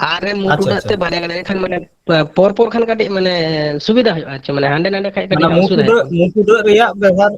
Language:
Santali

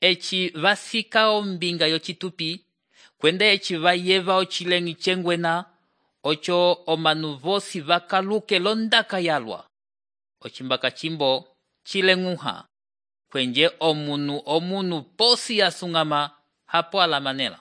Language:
Umbundu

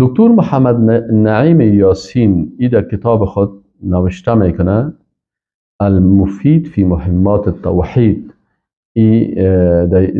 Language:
Persian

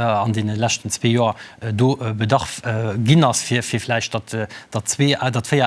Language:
Luxembourgish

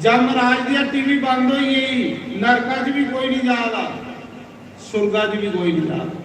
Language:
Dogri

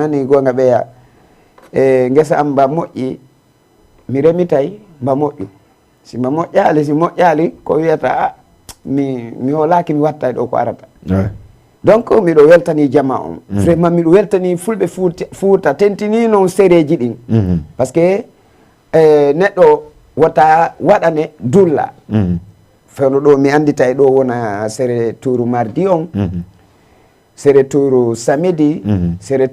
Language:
Fula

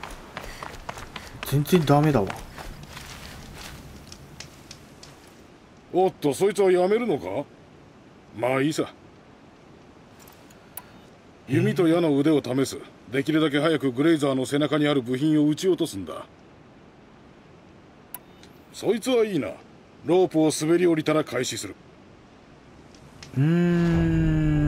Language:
Japanese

